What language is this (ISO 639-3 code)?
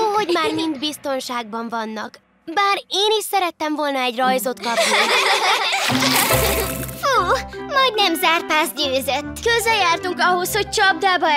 hun